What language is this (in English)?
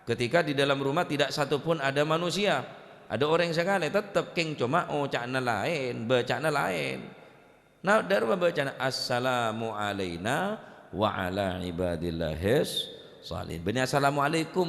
Madurese